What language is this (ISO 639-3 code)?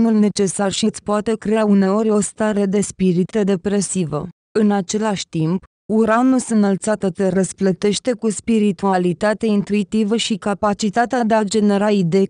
ron